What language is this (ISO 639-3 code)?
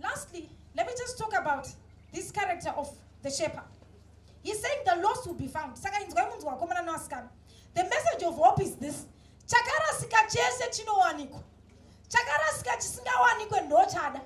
sna